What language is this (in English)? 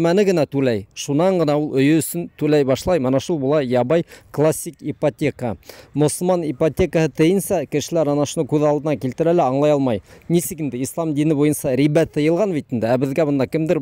Bashkir